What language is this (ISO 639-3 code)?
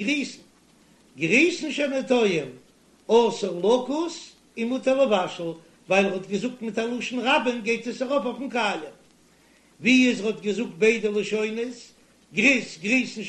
yid